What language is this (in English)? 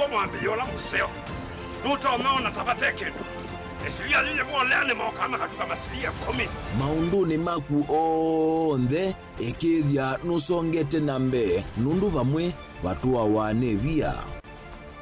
Kamba